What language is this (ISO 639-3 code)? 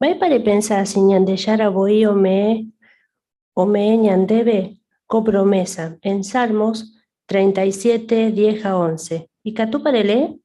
grn